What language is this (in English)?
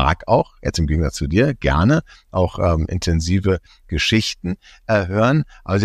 German